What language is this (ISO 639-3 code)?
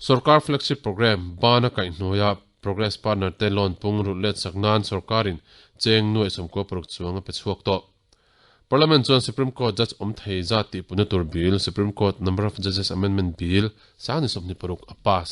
lus